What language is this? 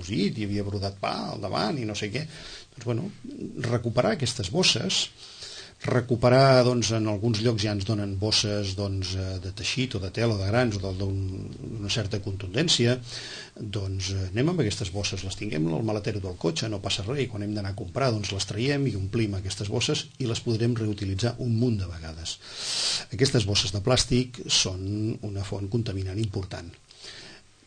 Catalan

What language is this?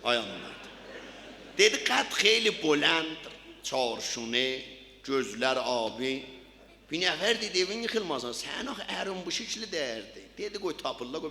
South Azerbaijani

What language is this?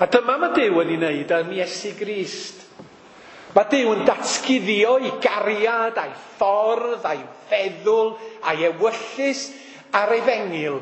Welsh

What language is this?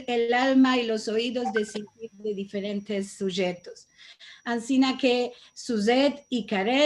Ladino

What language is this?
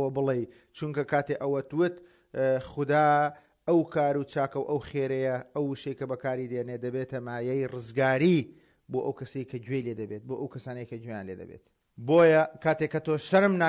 Central Kurdish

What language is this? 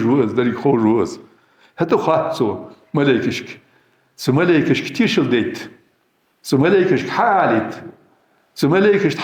Ingush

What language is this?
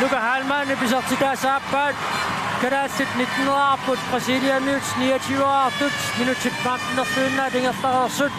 Kalaallisut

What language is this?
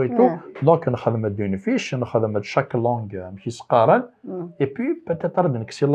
Kabyle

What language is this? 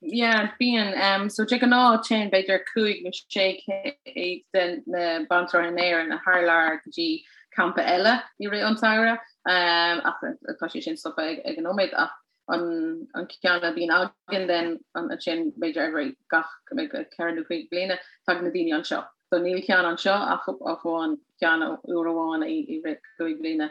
Irish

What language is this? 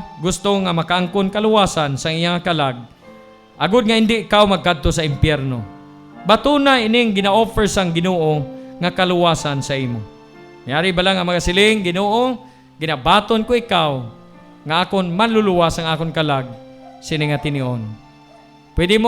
Hiligaynon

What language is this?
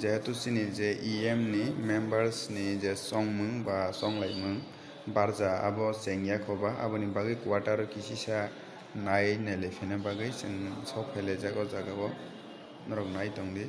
Kok Borok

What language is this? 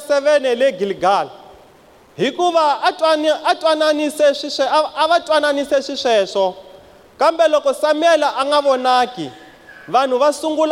Tsonga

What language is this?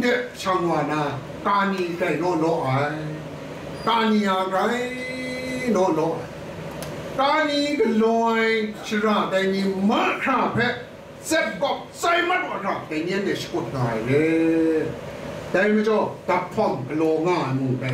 Kachin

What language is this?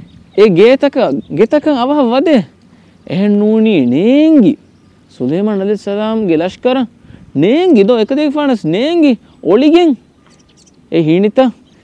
Divehi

